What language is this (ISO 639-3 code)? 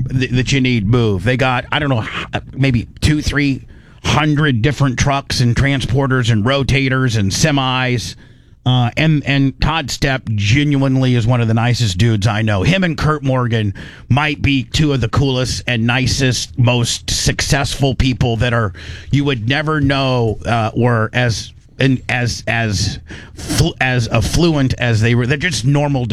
eng